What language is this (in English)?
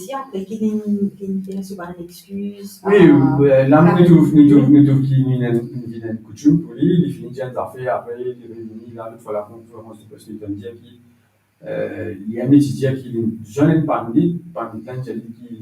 Morisyen